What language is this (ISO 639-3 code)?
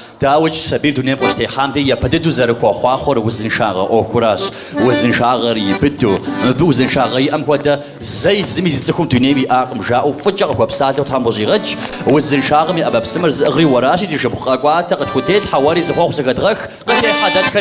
kbd